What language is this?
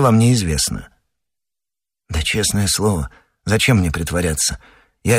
Russian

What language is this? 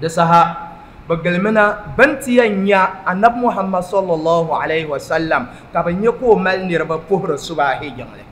Dagbani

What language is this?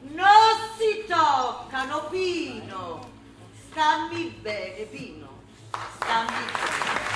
Neapolitan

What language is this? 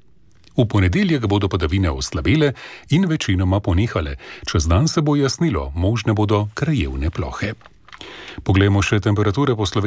Slovenian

